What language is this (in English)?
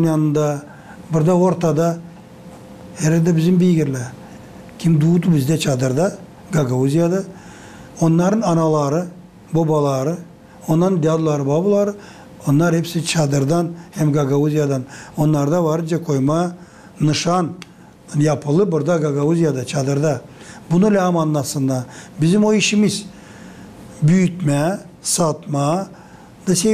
Gagauz